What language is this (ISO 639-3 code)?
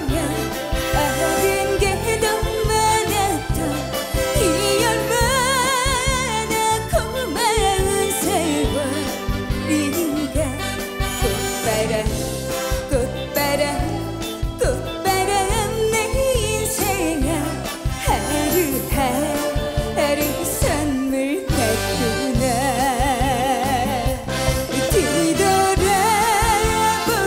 kor